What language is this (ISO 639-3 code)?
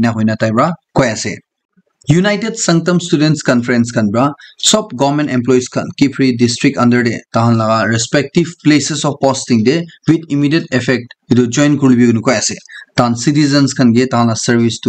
nag